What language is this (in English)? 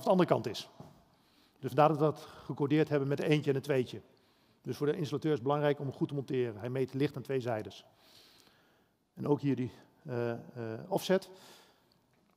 Dutch